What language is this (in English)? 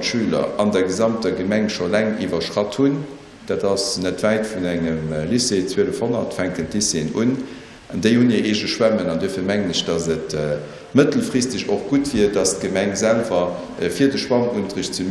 Luxembourgish